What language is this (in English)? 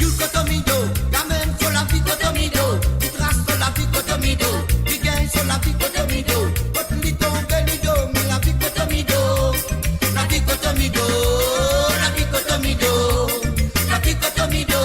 Morisyen